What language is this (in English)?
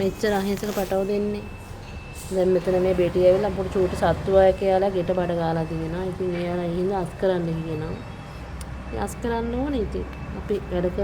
Sinhala